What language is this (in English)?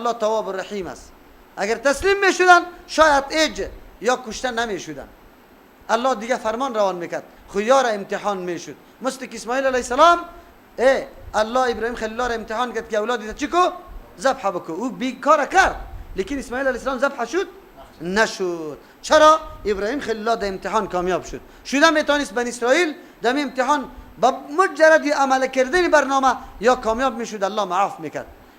Persian